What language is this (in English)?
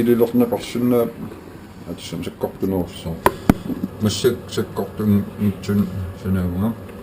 Kalaallisut